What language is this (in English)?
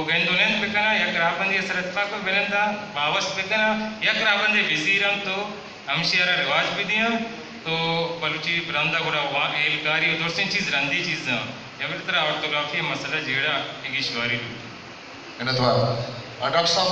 Eastern Balochi